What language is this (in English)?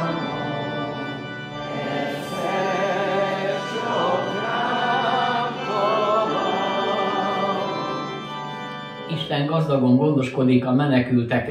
Hungarian